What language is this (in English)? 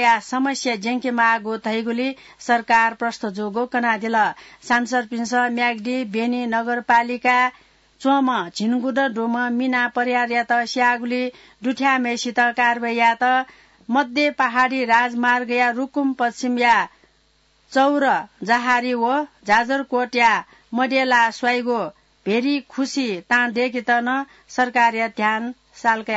Newari